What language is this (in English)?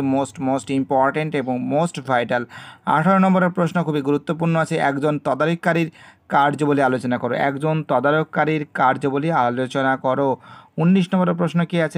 Bangla